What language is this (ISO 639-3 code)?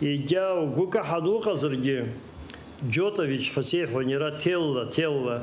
abk